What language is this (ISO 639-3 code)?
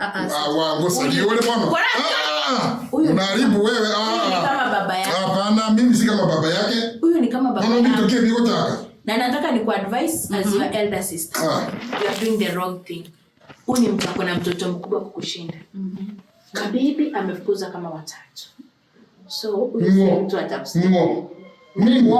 guz